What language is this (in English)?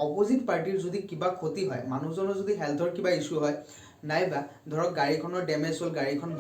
Assamese